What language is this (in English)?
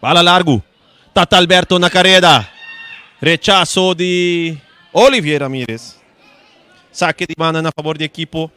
Papiamento